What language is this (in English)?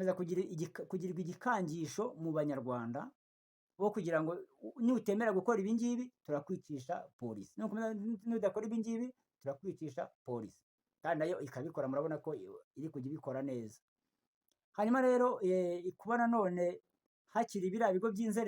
Kinyarwanda